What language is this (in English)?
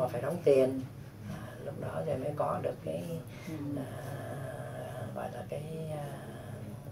Vietnamese